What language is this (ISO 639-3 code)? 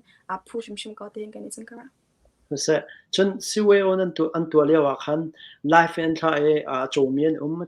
cnh